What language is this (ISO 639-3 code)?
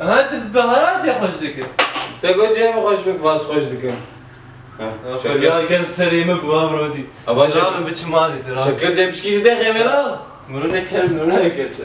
kur